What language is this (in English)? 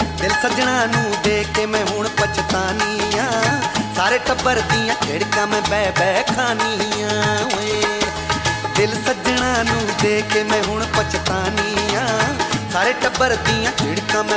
Punjabi